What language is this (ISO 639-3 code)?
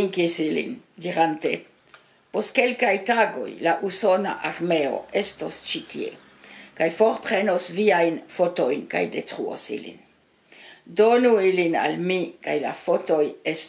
epo